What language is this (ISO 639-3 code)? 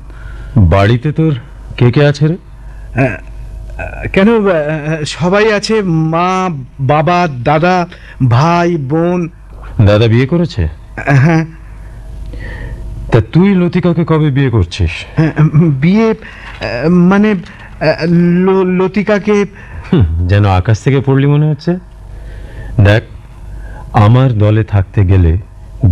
ben